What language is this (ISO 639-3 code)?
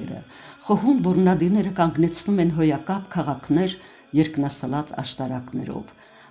hye